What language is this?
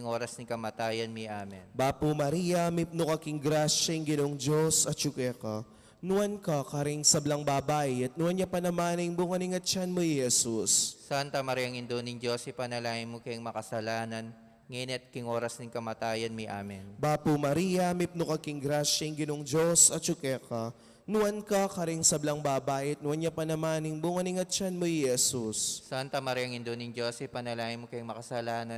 Pampanga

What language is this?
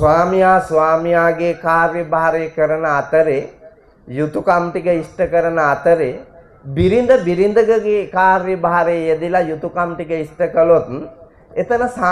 Sinhala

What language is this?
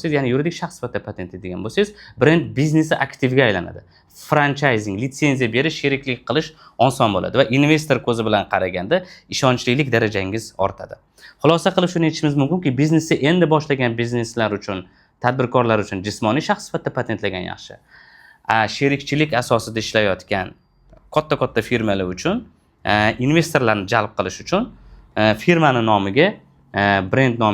Uzbek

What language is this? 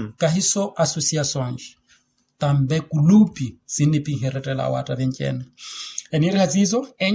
Makhuwa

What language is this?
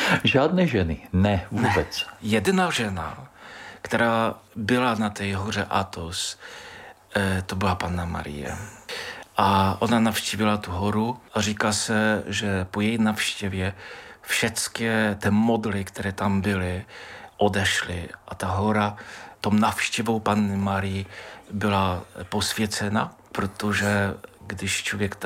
Czech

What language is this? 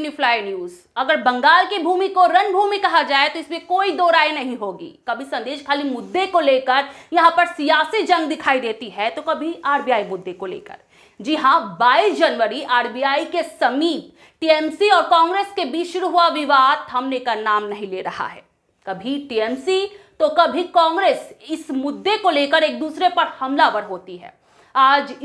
Hindi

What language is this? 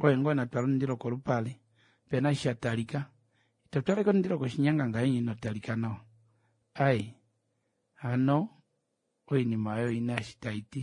Kuanyama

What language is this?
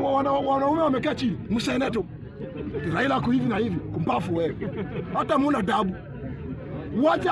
Swahili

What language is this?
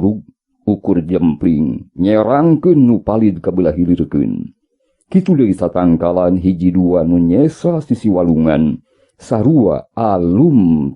Sundanese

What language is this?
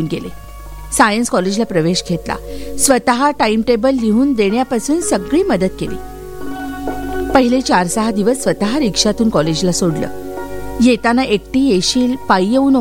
Marathi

